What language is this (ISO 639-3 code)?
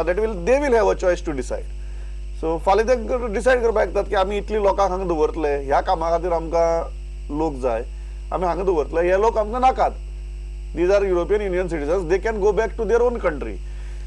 kok